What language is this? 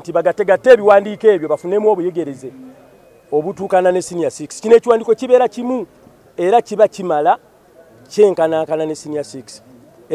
Ganda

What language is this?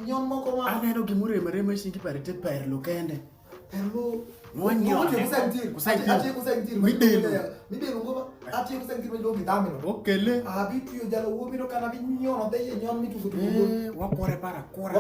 Alur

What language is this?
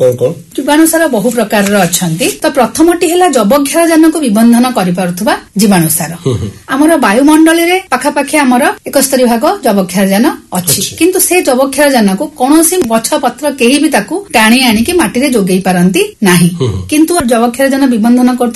Odia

